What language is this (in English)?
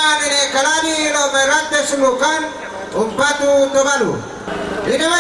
Toraja-Sa'dan